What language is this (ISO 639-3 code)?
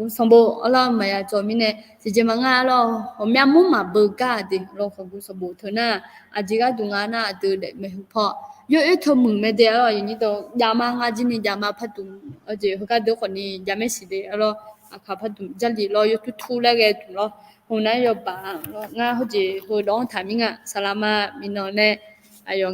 ahk